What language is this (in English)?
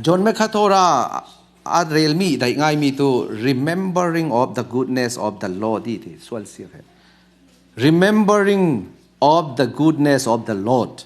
Falam Chin